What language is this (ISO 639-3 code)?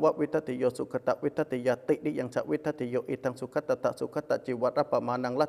pli